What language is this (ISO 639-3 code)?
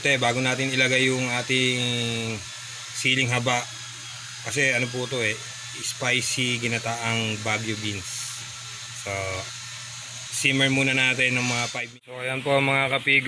fil